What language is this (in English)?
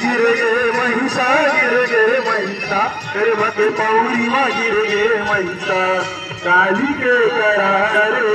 Chhattisgarhi